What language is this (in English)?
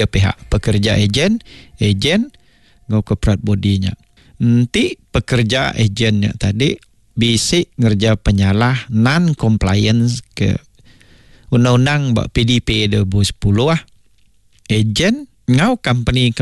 Iban